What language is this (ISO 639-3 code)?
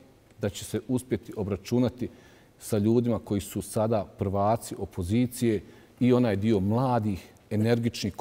bos